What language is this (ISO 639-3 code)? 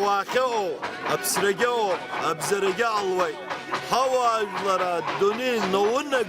abk